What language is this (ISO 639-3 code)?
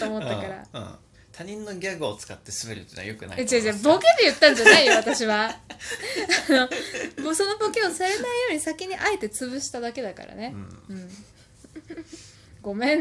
jpn